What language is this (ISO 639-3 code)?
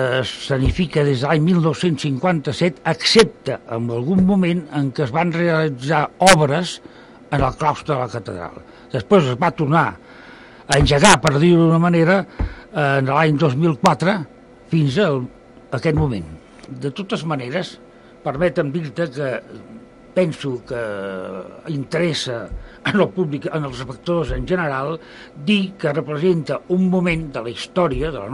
cat